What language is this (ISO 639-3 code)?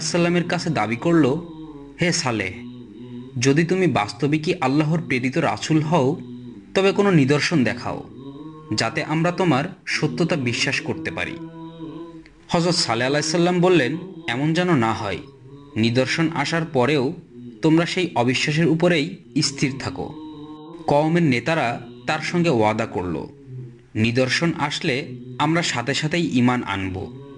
ben